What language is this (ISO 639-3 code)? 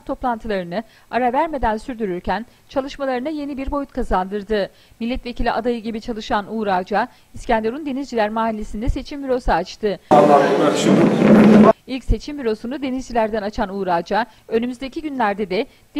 tur